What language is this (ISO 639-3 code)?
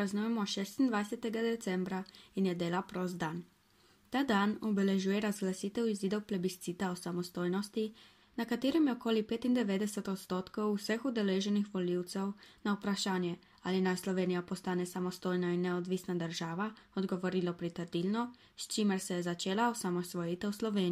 slv